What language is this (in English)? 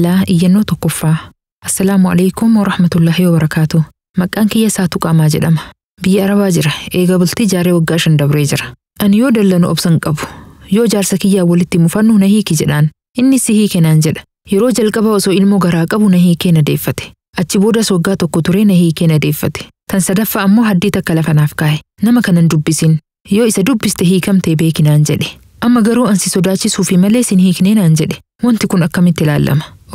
Oromo